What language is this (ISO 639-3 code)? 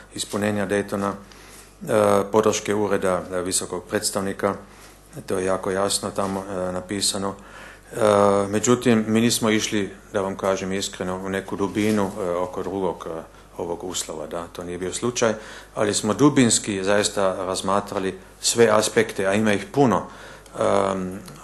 bos